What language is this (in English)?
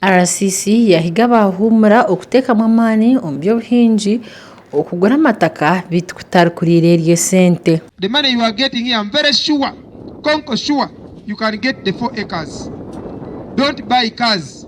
Nyankole